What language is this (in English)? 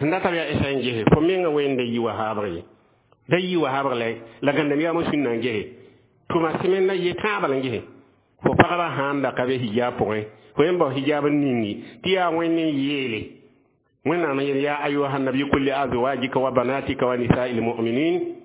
Mossi